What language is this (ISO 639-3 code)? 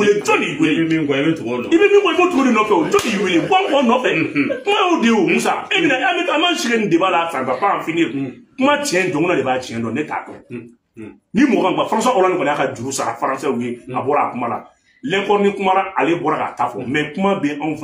bam